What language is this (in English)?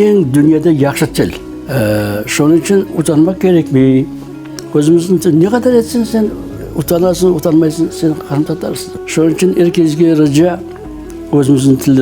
Crimean Tatar